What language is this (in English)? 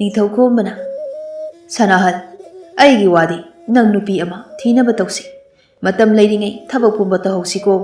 Manipuri